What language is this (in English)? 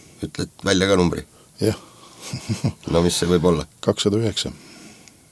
Estonian